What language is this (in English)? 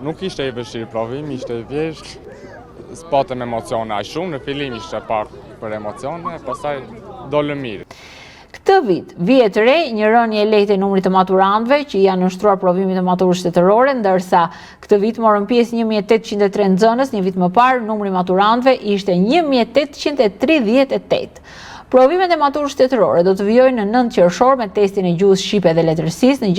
Albanian